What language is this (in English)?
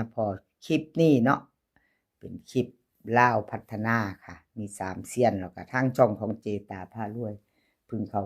Northeastern Thai